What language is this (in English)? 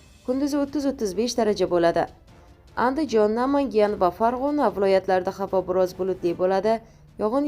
Uzbek